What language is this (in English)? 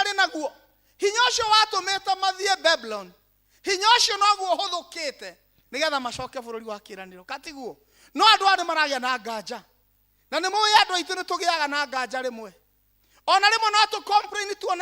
Kikuyu